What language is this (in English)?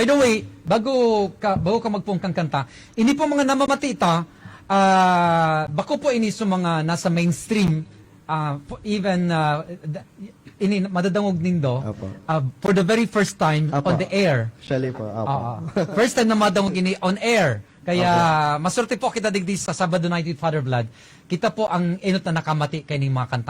Bikol